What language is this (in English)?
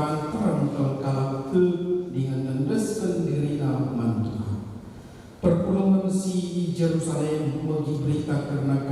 Batak Karo